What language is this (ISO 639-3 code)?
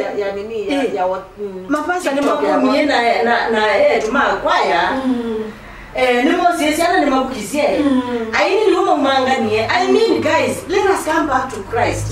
kam